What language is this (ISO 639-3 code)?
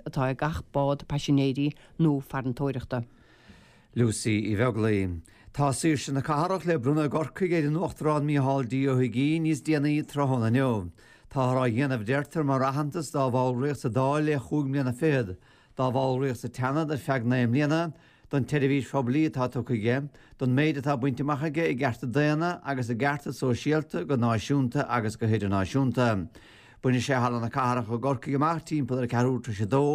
gle